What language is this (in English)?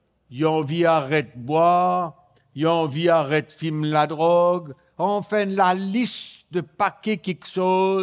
Morisyen